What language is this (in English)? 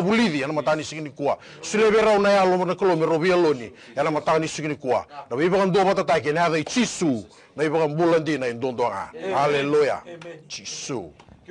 Fijian